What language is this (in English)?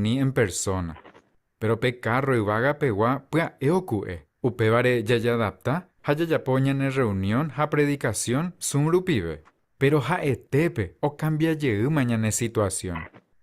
Guarani